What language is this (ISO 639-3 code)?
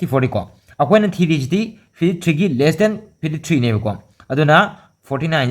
mni